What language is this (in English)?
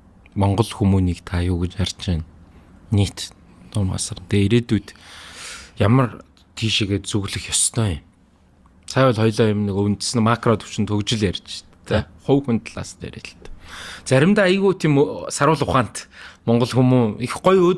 Mongolian